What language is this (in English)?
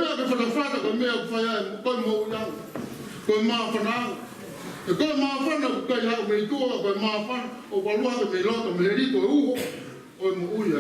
Tongan